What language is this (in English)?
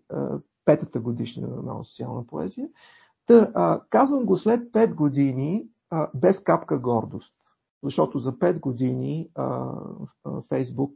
Bulgarian